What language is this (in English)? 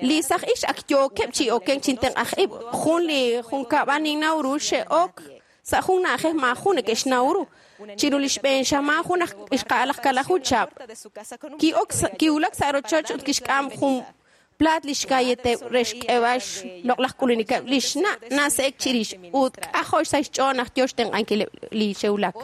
Kekchí